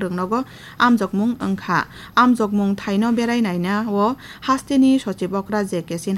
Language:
Kok Borok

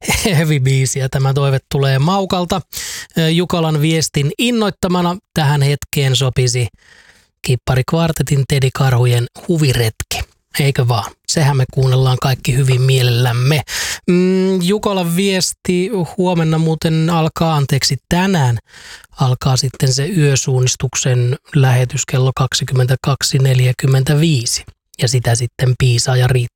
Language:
Finnish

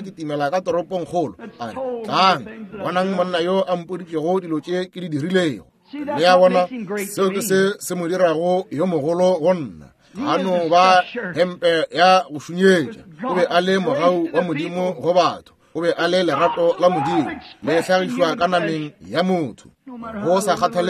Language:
Northern Sotho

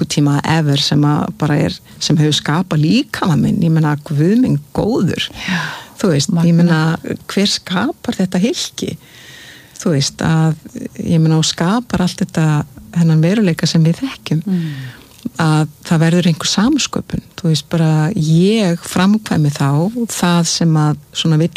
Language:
Icelandic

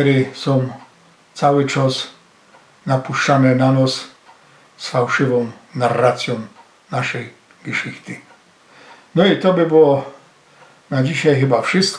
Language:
Silesian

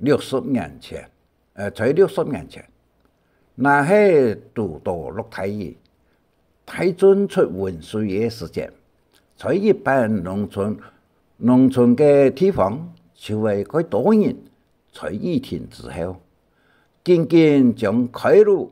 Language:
Hakka Chinese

